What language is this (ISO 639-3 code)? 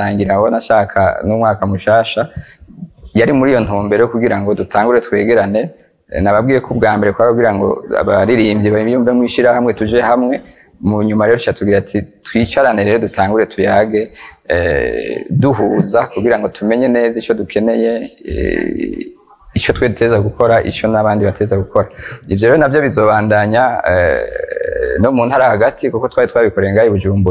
run